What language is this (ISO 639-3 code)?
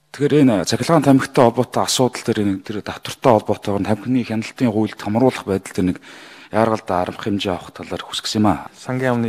mon